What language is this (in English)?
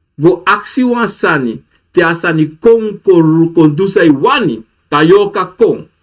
Sranan Tongo